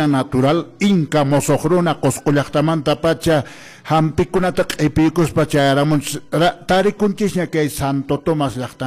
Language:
Quechua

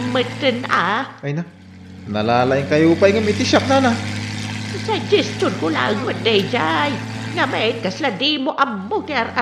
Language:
Iloko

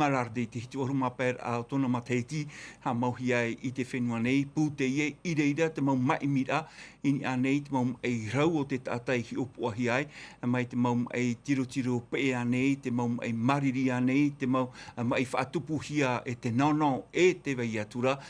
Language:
Tahitian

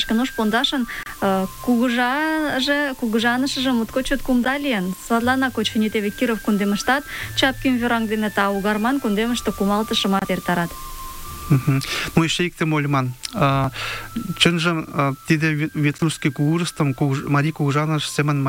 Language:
Mari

